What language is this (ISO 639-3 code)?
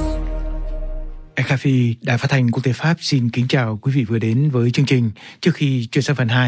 vie